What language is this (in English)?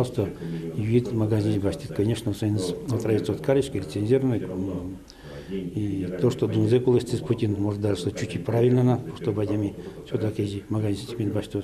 Udmurt